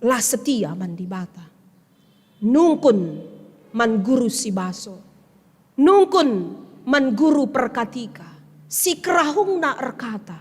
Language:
Batak Karo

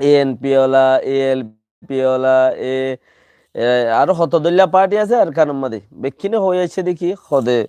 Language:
Rohingya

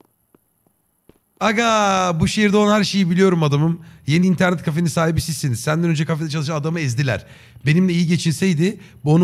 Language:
Turkish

